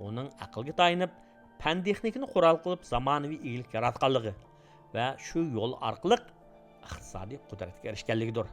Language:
Uyghur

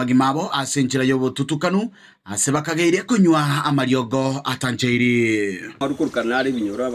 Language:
Gusii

